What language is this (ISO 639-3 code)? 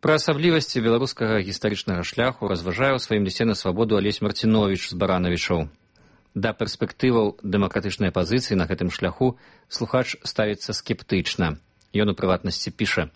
bel